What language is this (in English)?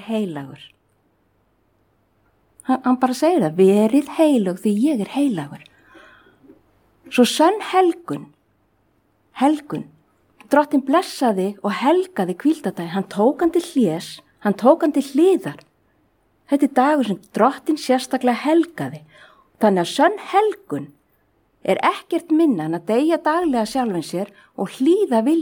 Icelandic